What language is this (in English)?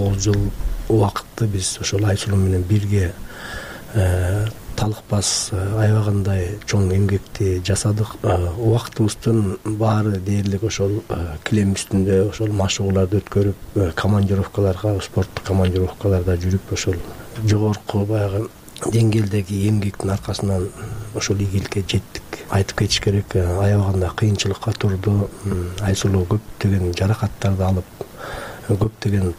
Kyrgyz